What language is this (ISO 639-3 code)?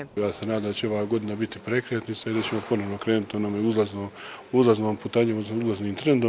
hrv